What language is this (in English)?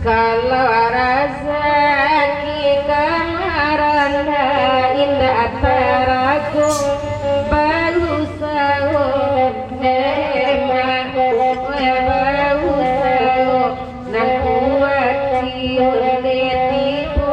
Minangkabau